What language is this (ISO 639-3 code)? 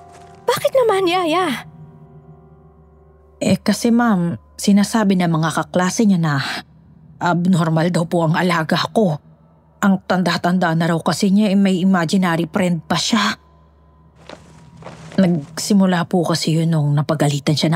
fil